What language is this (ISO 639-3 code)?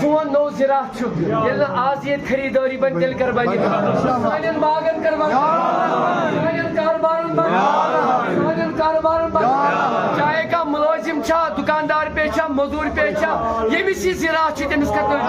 kas